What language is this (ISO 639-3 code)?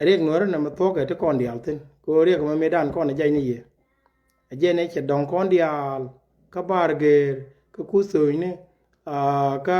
nus